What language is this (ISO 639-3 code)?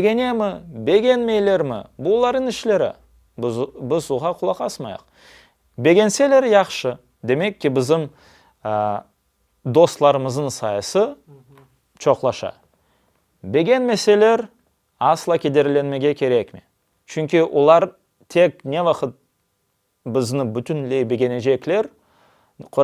crh